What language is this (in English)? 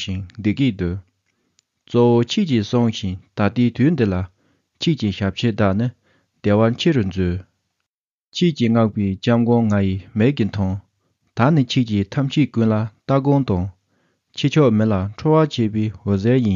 Tibetan